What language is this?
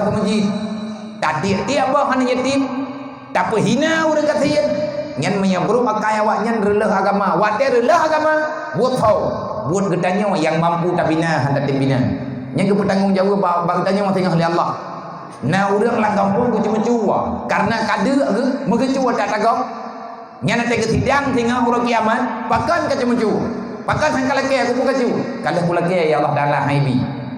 Achinese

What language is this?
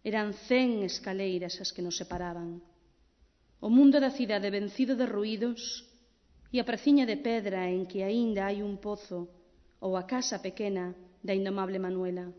Galician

